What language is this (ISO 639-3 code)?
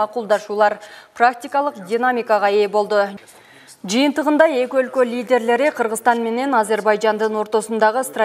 kir